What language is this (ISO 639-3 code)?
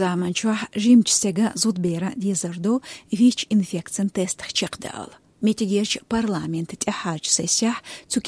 che